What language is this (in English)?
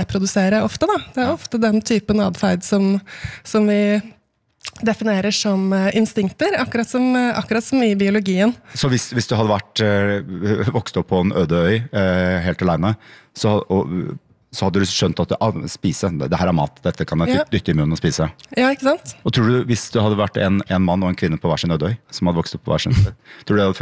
Norwegian